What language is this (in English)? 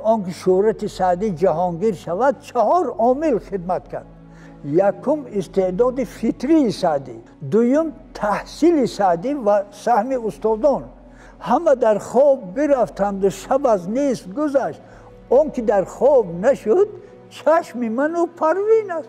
Tajik